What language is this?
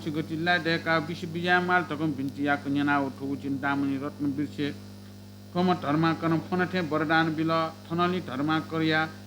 Newari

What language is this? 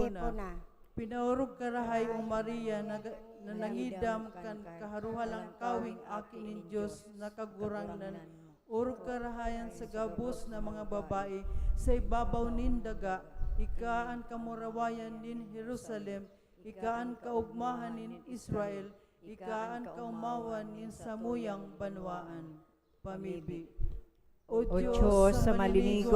Bikol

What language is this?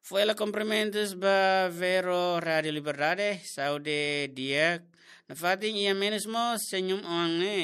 Tetum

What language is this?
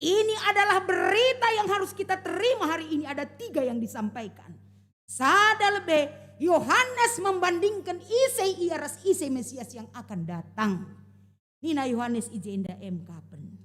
Batak Karo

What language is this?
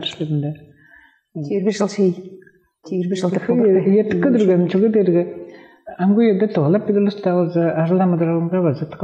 Tuvinian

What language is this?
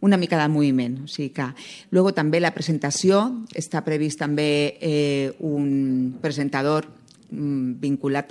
Catalan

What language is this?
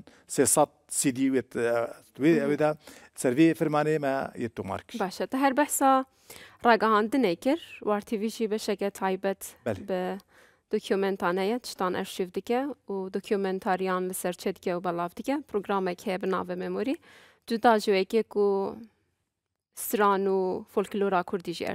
Kurdish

